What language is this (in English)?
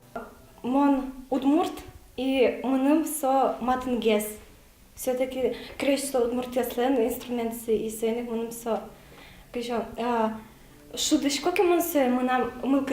Udmurt